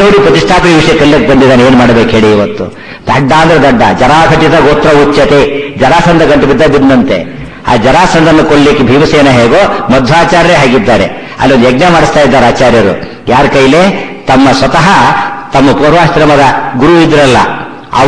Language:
Kannada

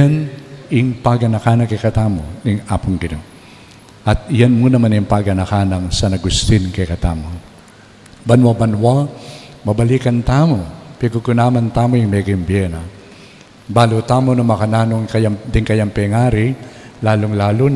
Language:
Pampanga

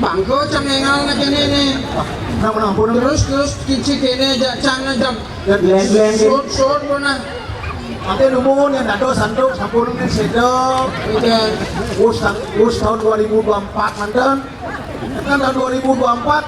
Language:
Balinese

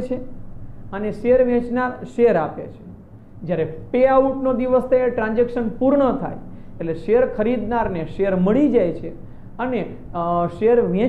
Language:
Gujarati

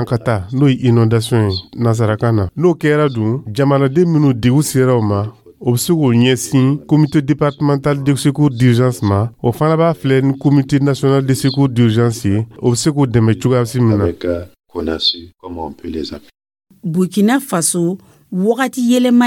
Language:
Dyula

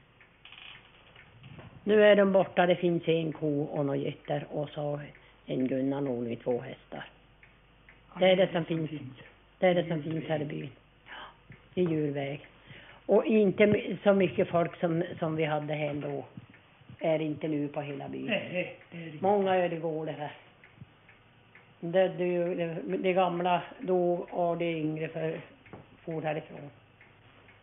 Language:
Swedish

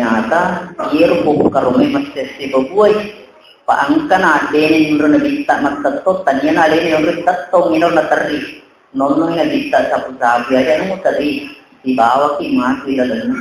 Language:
Buginese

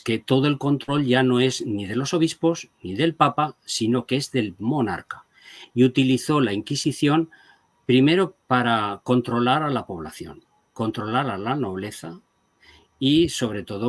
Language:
Ladino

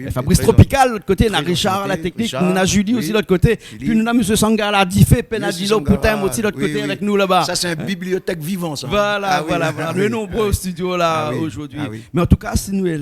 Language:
Réunion Creole French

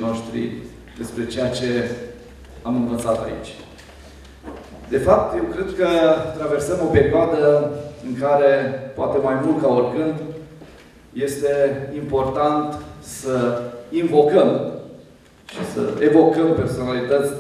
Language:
Romanian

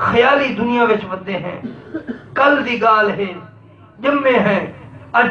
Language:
Saraiki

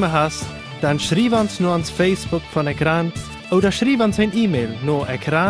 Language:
Plautdietsch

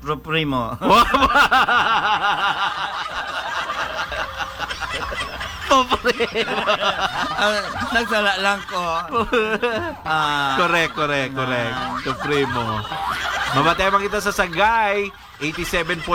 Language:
Hiligaynon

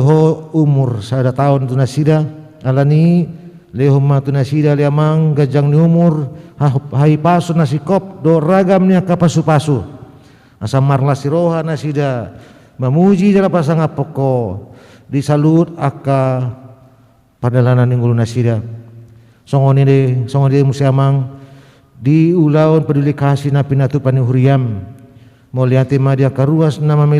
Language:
Batak Toba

